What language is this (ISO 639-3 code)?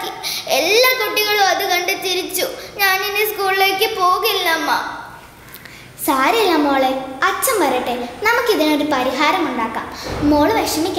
mal